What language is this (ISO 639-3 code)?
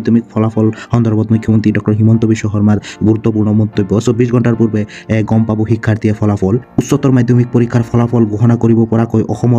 asm